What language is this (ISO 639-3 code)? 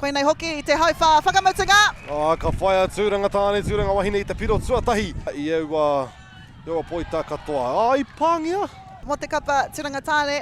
mri